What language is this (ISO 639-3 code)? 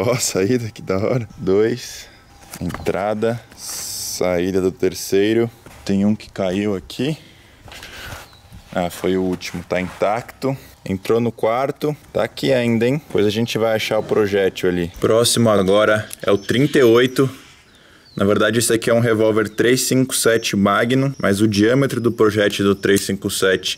por